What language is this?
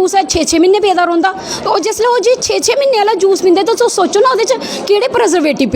Dogri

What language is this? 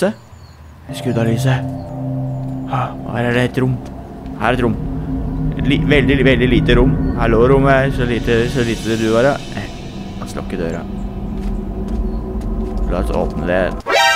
Norwegian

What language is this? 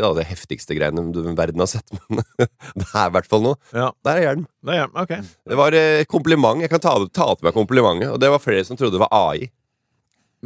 Norwegian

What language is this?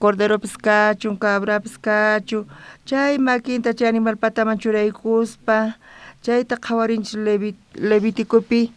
South Bolivian Quechua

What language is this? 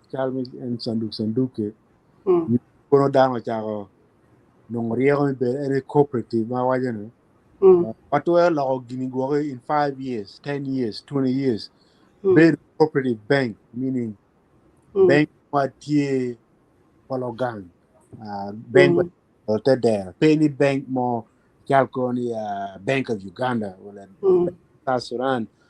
Acoli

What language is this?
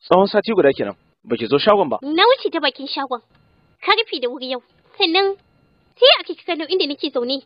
Hausa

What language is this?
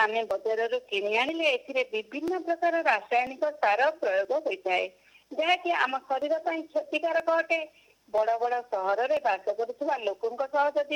Odia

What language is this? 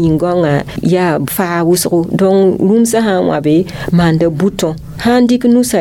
Mossi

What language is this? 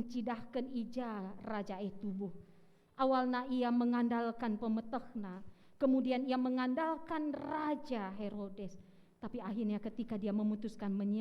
Batak Karo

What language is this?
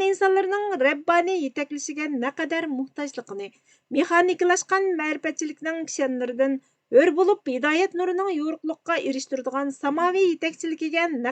Uyghur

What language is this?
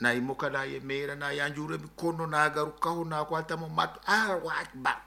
Nyoro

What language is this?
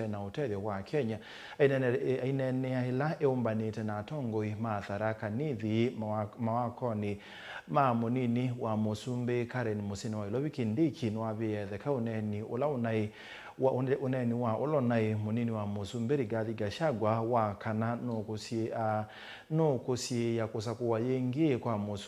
Kamba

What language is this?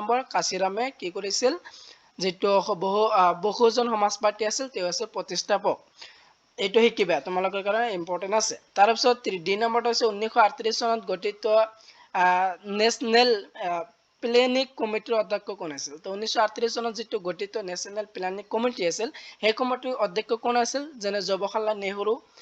Assamese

